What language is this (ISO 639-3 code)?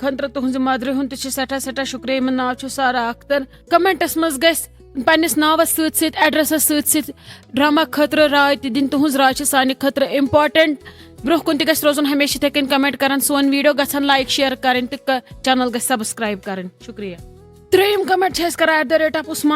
kas